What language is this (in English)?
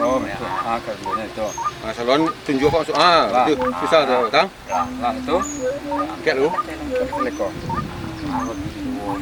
Minangkabau